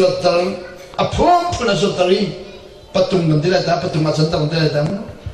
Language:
Hakha Chin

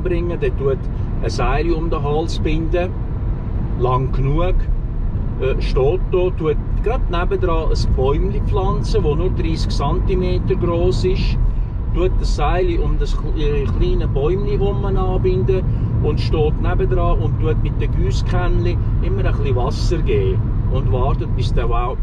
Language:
Swiss German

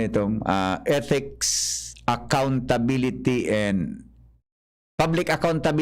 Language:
Bikol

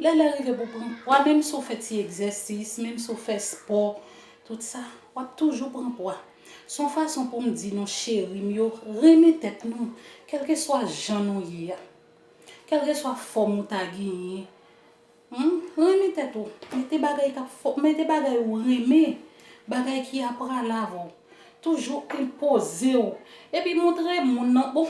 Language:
Haitian Creole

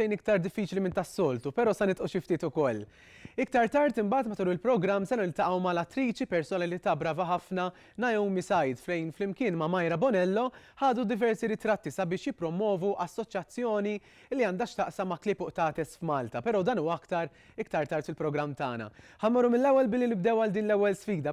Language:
Maltese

